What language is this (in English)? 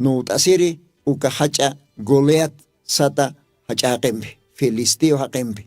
Aymara